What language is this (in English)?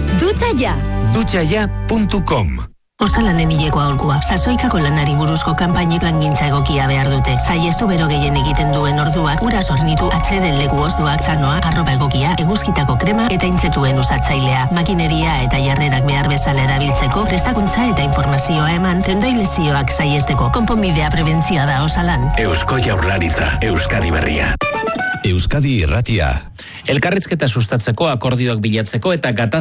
Basque